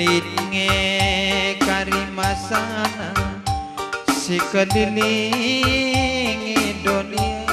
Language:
Batak Karo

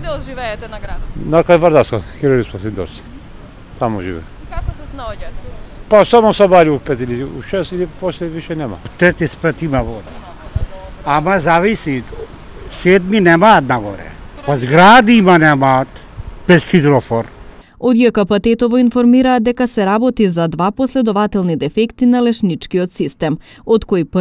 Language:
Macedonian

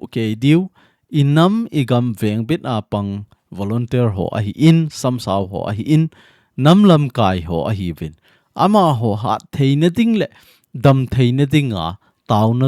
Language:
Thado Chin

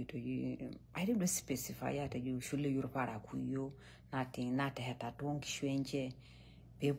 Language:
Masai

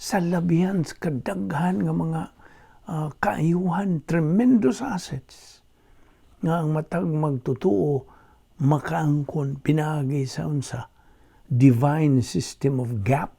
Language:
Cebuano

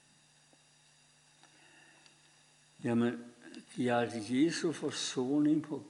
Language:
Danish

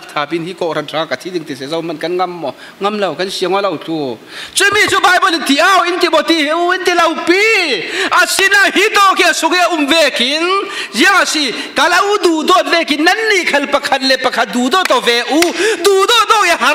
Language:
Falam Chin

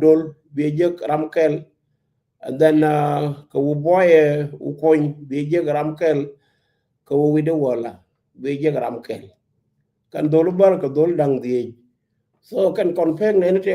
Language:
Nuer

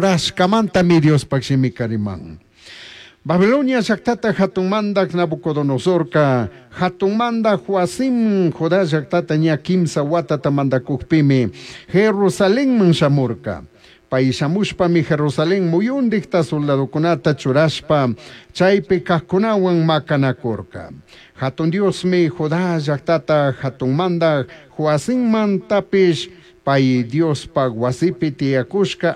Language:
Chimborazo Highland Quichua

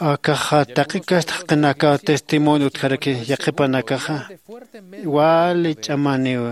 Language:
Aymara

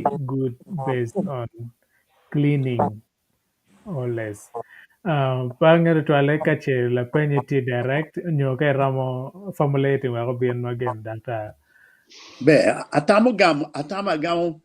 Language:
Acoli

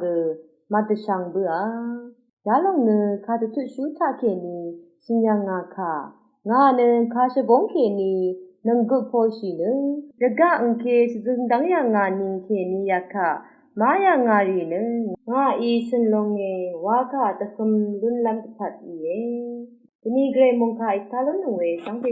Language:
Rawang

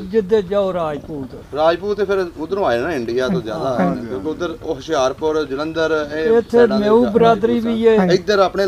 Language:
Punjabi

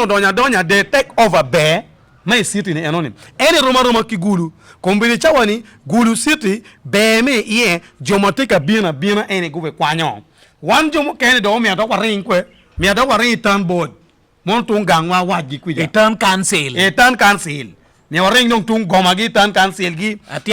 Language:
Acoli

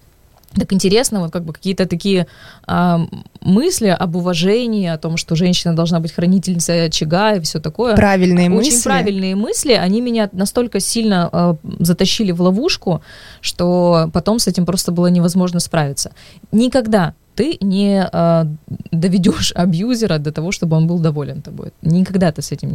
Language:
Russian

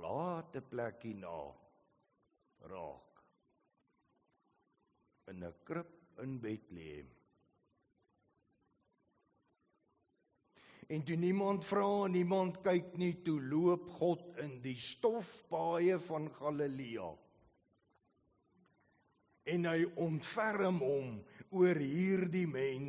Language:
Afrikaans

